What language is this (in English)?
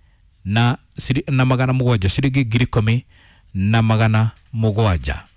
Kikuyu